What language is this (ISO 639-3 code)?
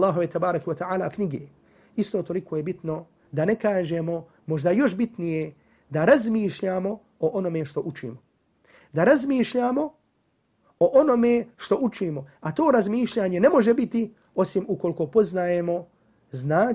bos